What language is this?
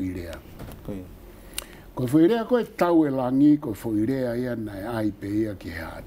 Tongan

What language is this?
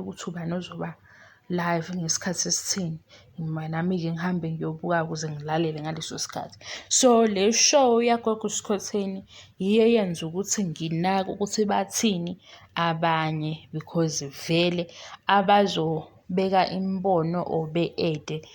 Zulu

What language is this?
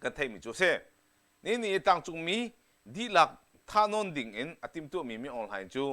Hakha Chin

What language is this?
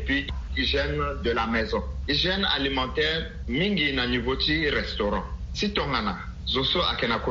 Sango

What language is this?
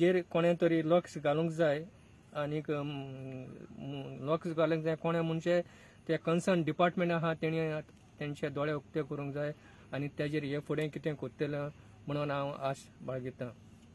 Konkani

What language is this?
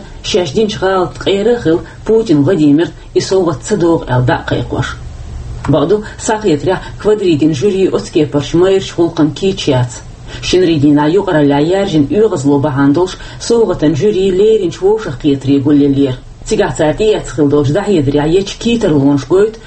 Chechen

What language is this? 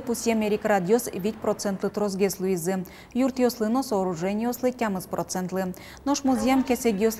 Udmurt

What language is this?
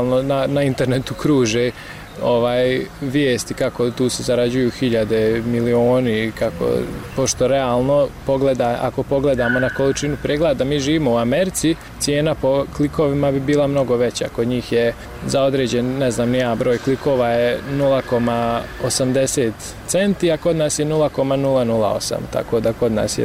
Bosnian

